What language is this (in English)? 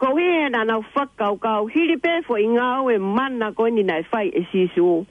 Tongan